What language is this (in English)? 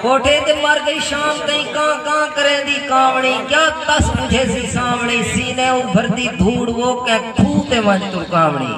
Saraiki